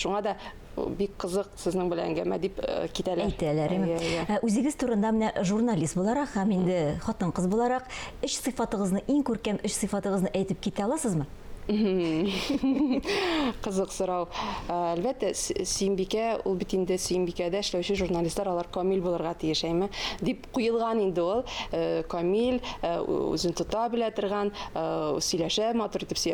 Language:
Tatar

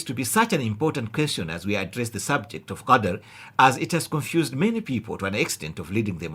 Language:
English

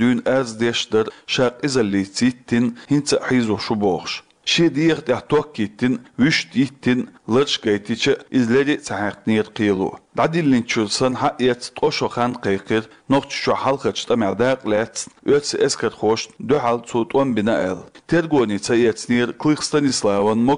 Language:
Chechen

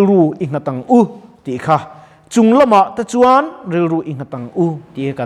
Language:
Mizo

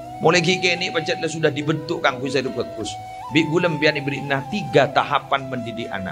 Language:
Madurese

